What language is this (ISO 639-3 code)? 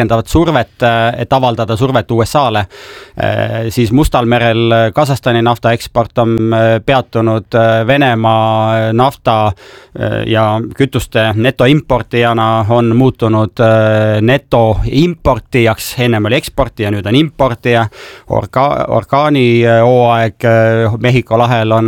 est